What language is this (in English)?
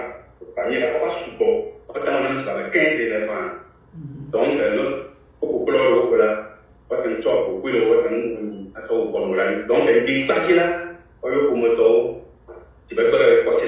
Ewe